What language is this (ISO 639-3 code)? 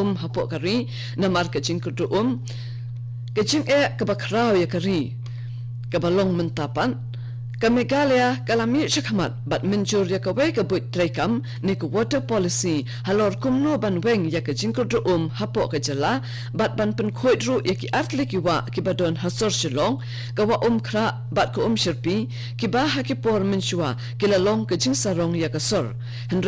kha